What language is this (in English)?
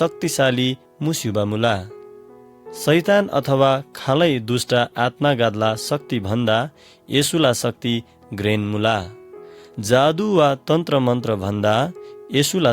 Eastern Tamang